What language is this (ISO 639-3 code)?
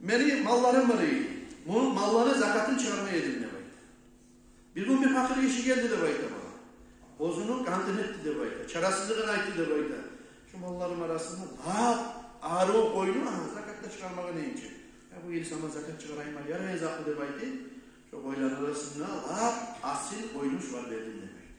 kum